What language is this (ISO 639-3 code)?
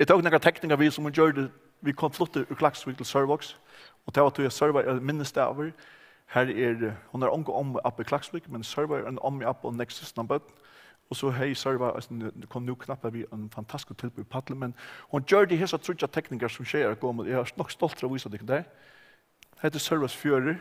fao